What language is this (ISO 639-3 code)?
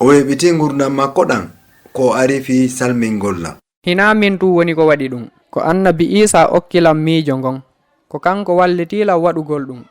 ful